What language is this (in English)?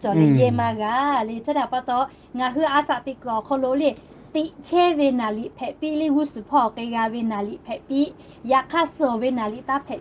Lahu